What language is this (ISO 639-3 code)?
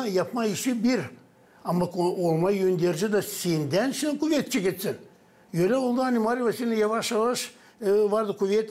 gag